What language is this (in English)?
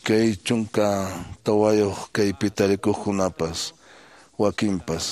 Quechua